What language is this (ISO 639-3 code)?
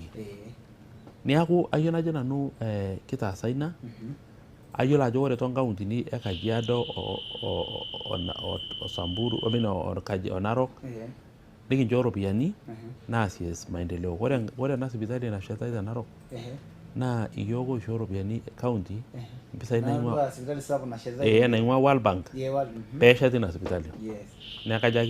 mas